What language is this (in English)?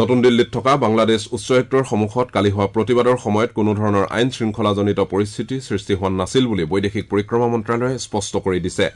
Assamese